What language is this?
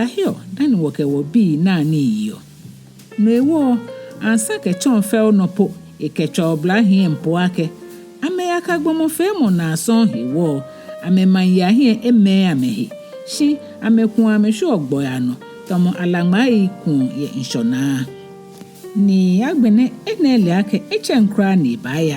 Ga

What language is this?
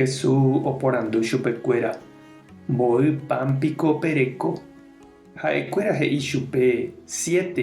Guarani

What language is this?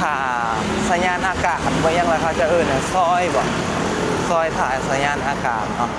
Lao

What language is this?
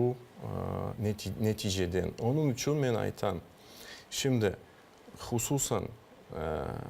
Crimean Tatar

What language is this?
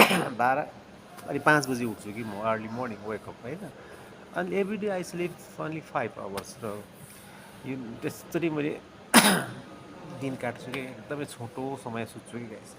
Nepali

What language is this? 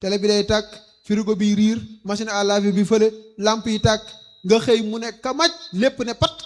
Wolof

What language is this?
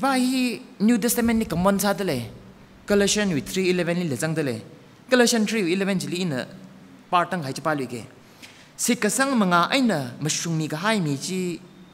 Tangkhul Naga (India)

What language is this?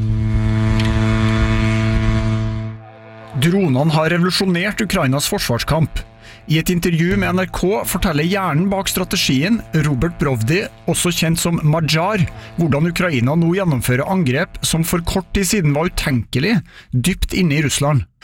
Norwegian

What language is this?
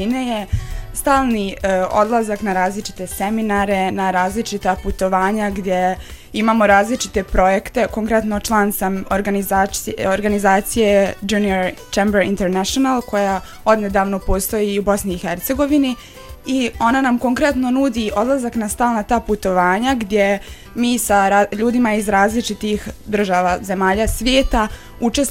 Bosnian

